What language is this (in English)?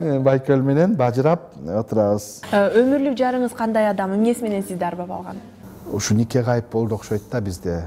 Kyrgyz